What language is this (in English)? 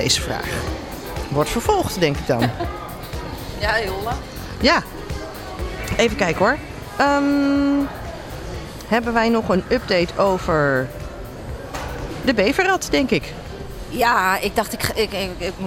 Dutch